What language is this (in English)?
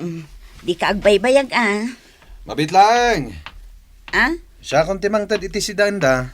Iloko